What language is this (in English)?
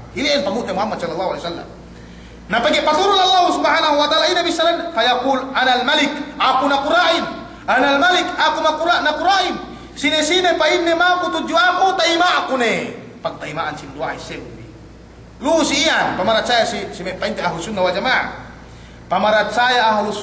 Yakan